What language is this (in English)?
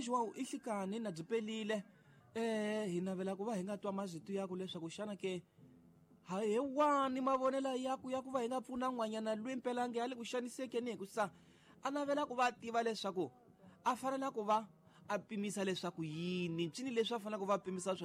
Tsonga